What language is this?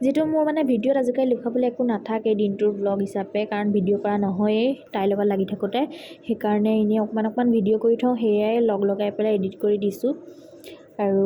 Assamese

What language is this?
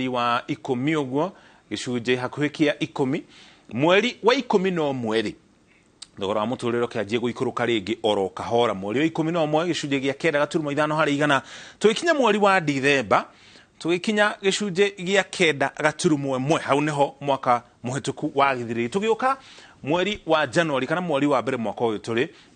Kikuyu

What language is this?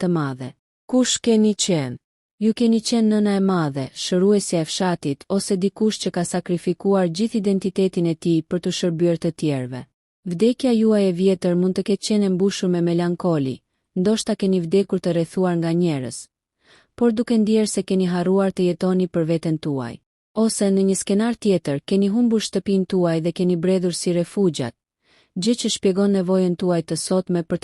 Albanian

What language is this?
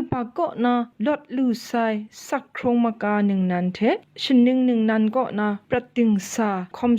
Kachin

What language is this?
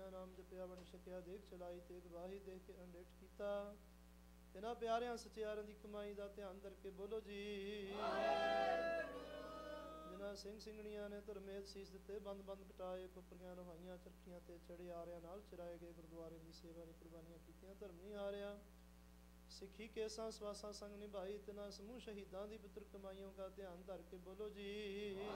Punjabi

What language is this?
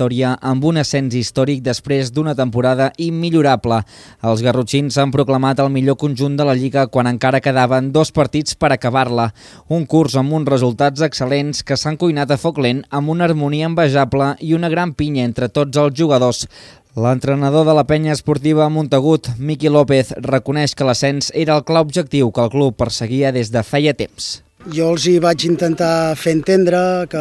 Catalan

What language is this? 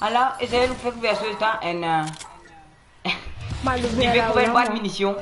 Morisyen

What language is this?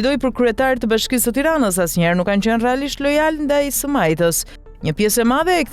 Albanian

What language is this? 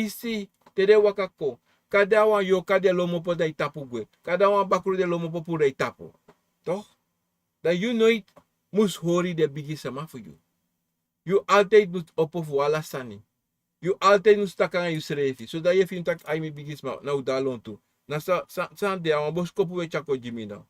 Sranan Tongo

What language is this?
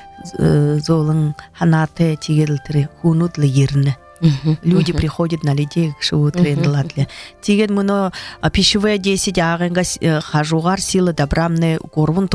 Buriat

